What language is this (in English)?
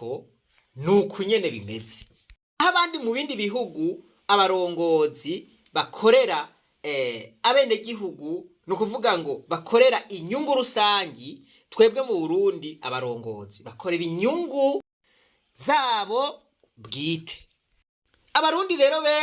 Rundi